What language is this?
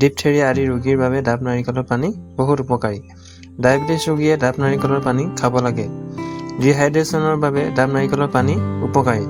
Assamese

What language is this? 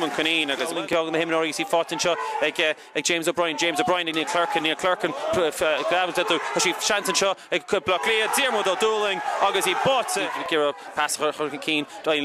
Irish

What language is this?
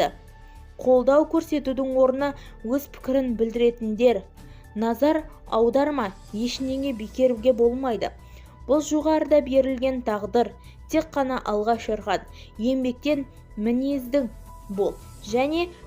Kazakh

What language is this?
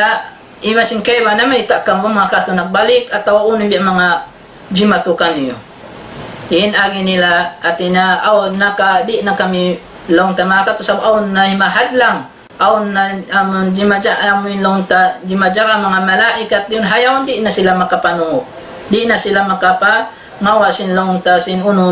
Tausug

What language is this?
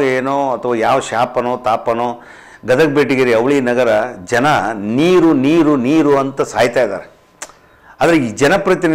Kannada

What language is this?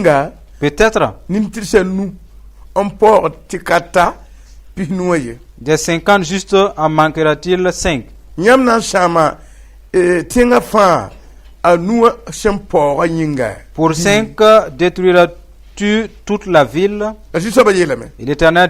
Mossi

